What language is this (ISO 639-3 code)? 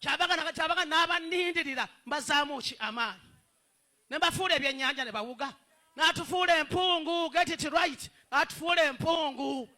lug